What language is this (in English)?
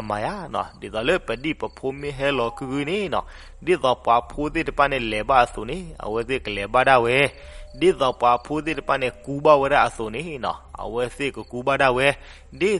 S'gaw Karen